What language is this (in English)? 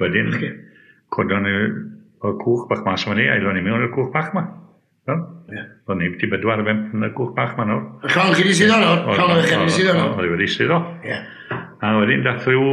Welsh